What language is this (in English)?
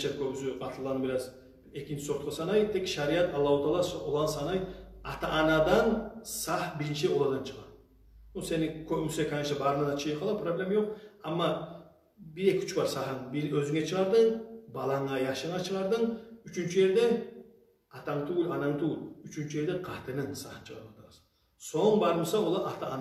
Kumyk